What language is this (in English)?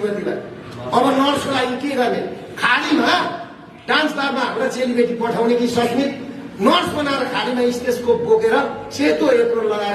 Nepali